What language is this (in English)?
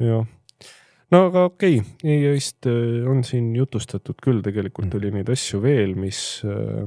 Estonian